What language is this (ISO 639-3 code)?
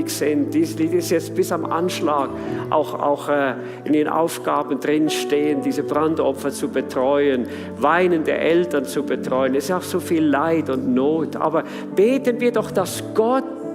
gsw